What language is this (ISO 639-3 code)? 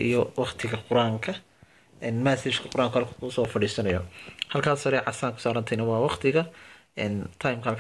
som